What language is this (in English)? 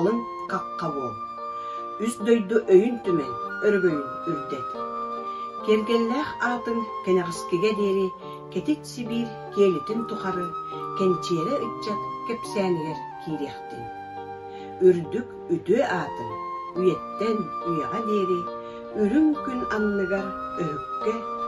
Yakut